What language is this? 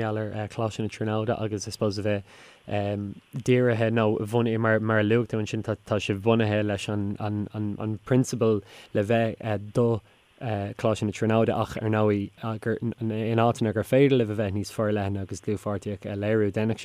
Irish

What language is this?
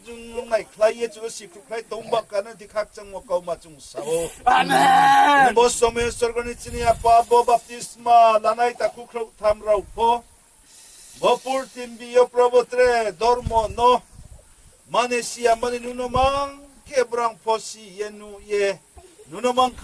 Riang (India)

